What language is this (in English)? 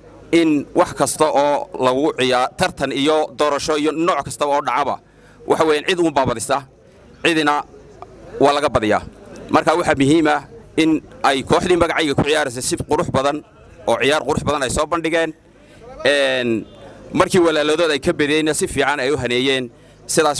Somali